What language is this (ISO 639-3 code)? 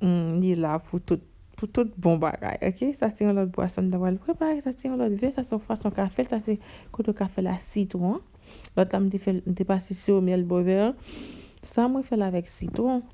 hat